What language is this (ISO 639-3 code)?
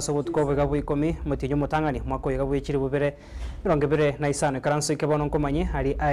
guz